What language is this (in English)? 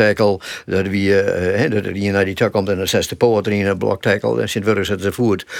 Western Frisian